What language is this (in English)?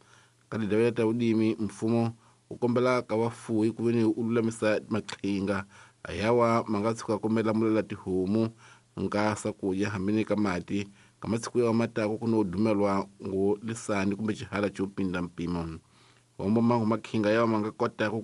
Tsonga